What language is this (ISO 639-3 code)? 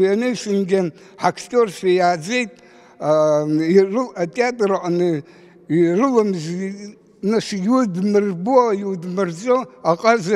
abk